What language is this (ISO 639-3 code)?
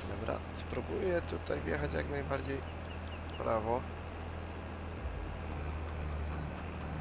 pol